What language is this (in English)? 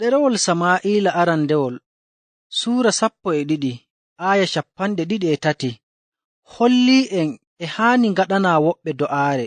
Nigerian Fulfulde